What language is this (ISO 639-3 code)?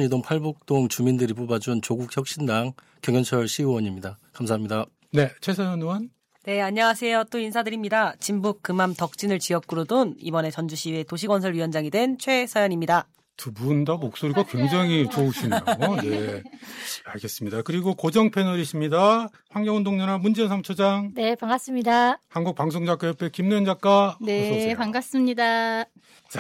kor